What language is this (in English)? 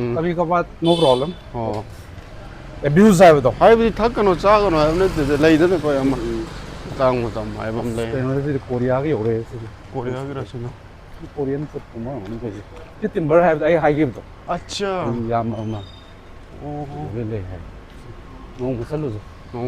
Manipuri